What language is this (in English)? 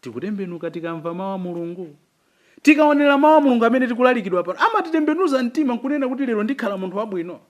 Nyanja